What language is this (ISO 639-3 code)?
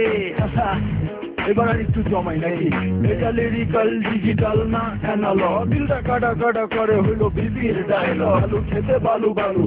ben